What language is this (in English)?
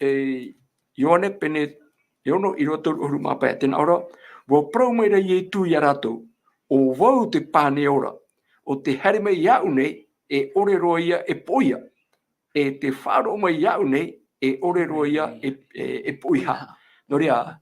Tahitian